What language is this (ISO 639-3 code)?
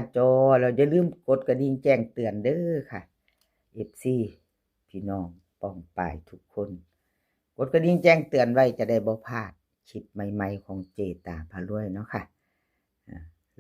tts